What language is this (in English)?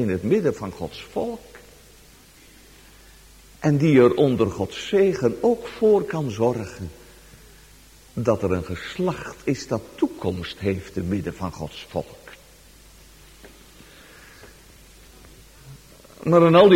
Dutch